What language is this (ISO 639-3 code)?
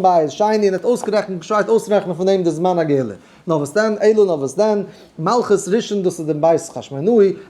yid